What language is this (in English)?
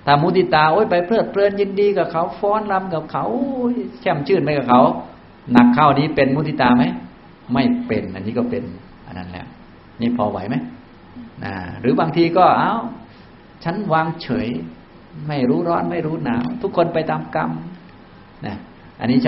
Thai